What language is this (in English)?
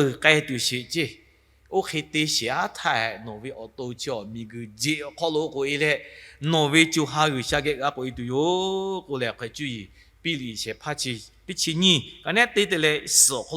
Lahu